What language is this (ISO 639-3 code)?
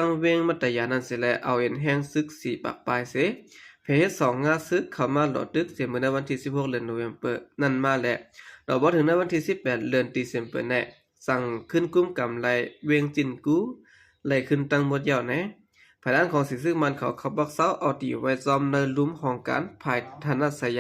shn